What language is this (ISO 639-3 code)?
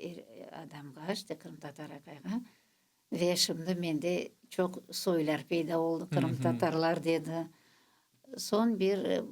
crh